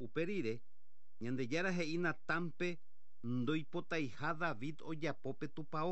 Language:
Guarani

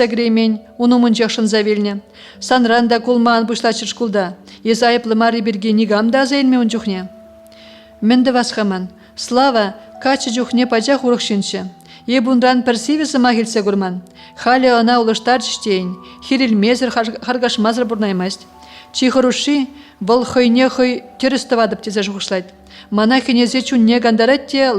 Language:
Chuvash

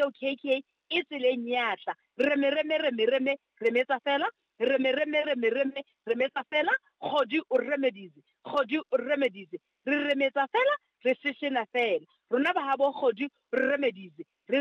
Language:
Southern Sotho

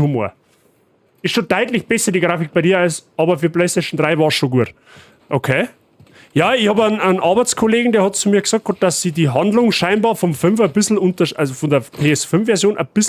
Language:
Bavarian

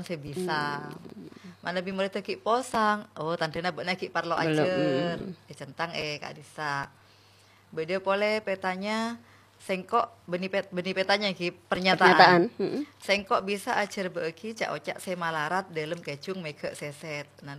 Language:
Madurese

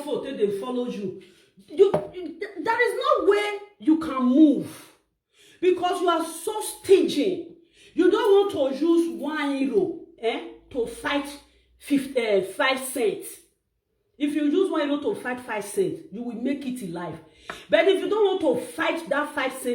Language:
Nigerian Pidgin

